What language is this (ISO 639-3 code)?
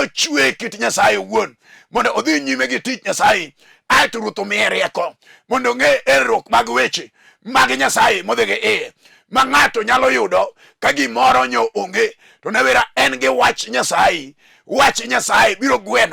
luo